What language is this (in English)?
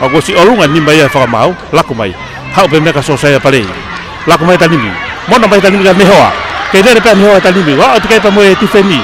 Tongan